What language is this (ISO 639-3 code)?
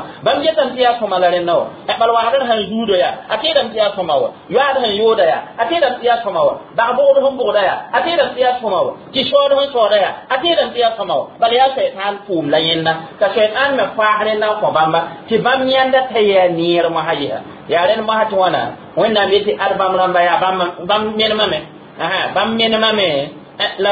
mos